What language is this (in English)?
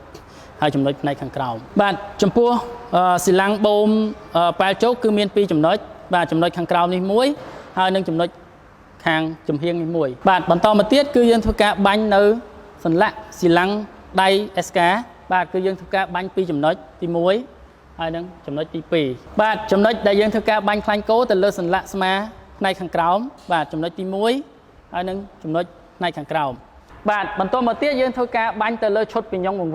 Khmer